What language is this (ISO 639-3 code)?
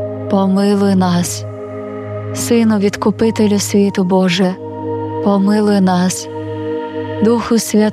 ukr